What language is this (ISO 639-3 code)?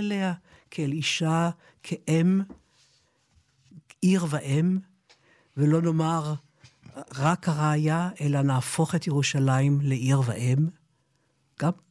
heb